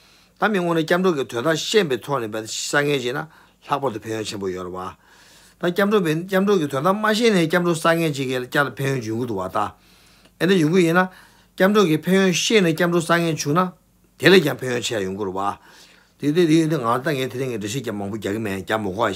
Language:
Tibetan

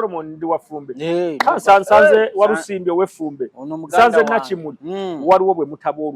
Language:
Ganda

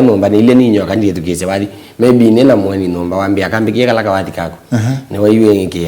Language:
Kamba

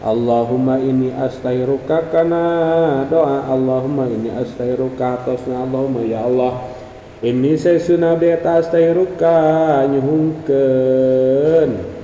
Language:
Sundanese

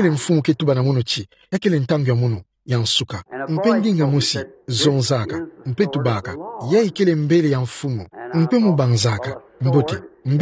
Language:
Kituba (Democratic Republic of Congo)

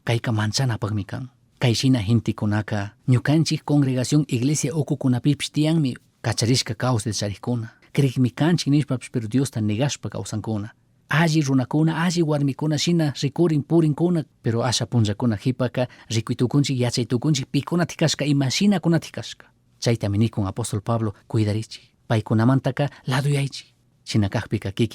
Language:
Chimborazo Highland Quichua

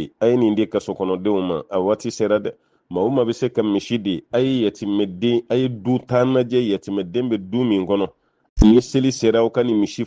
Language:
Bambara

